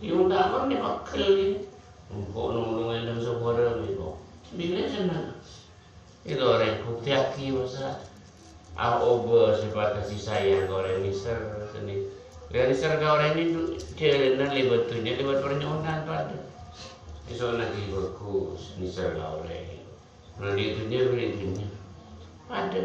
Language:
Madurese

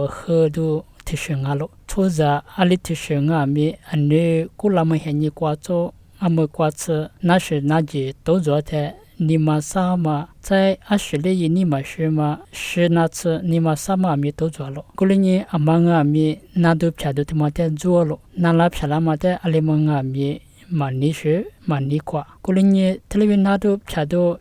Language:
Lisu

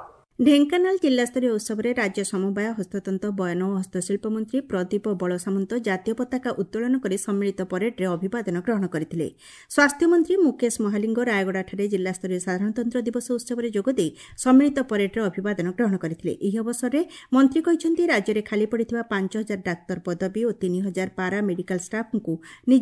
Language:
Odia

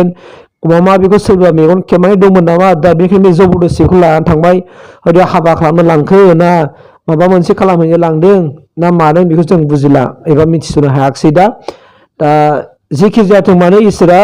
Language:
Bodo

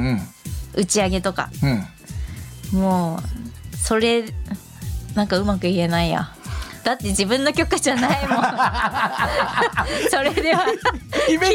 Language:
Japanese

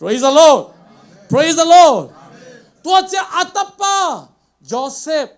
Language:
Tedim Chin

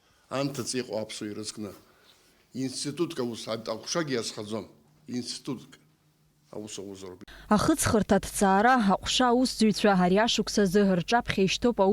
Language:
Abkhazian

